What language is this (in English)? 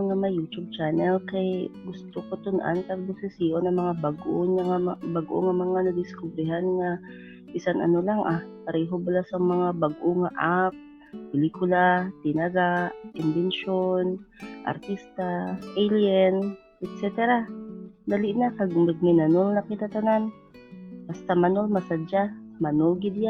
Hiligaynon